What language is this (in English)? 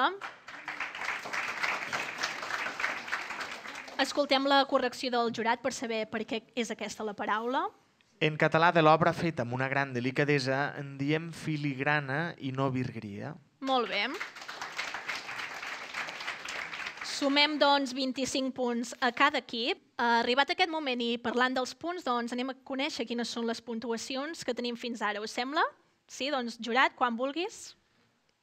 Catalan